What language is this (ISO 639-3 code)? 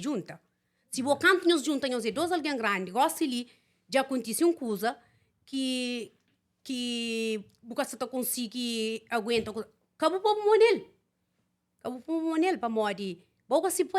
kea